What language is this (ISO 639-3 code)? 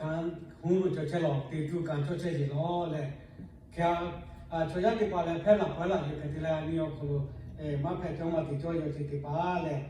lhu